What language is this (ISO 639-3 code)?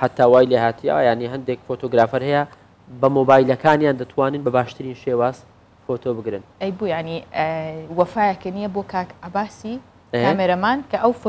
ckb